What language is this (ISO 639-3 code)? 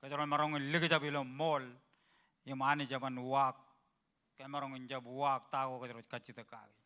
mah